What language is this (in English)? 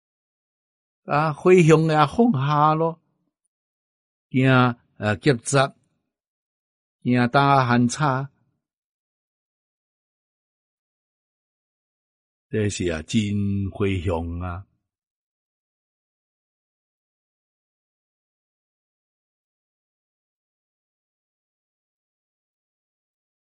Chinese